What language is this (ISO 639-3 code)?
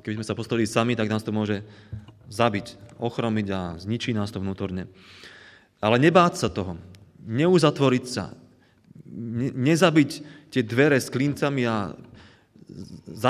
slk